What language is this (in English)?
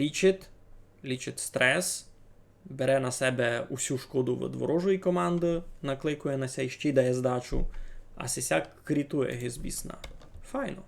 Rusyn